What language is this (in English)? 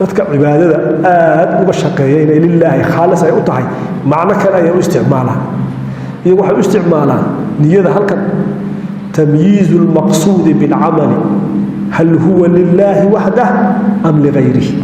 Somali